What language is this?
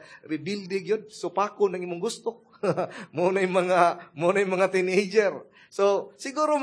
Cebuano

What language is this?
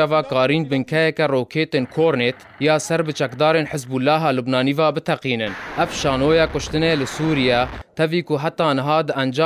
Kurdish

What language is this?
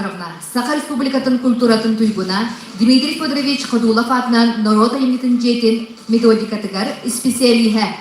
Yakut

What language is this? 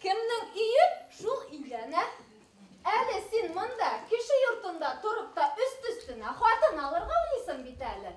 Bashkir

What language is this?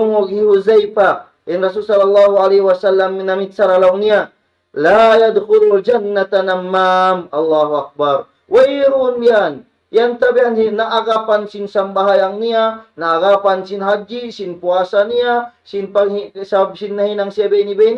Tausug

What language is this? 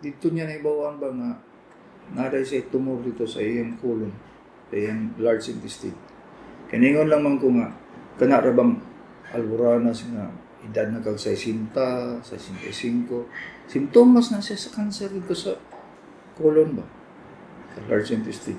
Cebuano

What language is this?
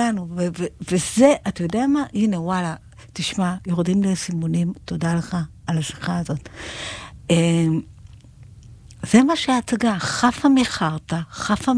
Hebrew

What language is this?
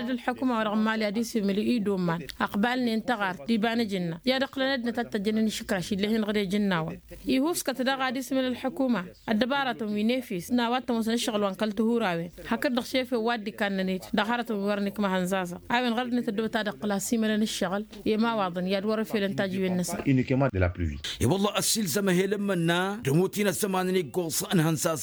Tamasheq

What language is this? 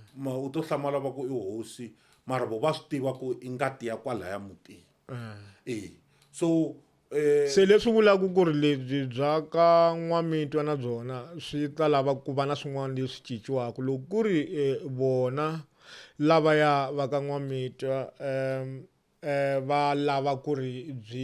Tsonga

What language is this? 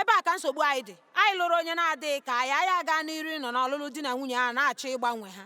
Igbo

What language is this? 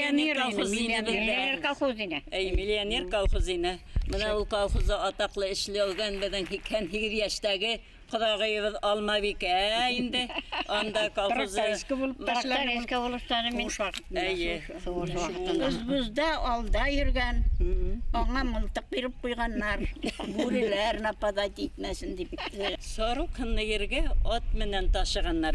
Bashkir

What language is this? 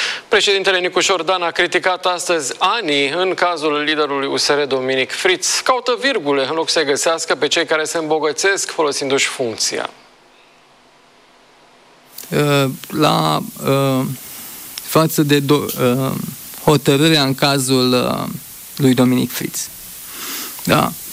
Romanian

